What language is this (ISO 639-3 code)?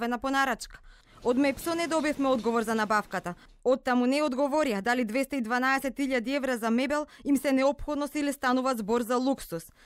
mkd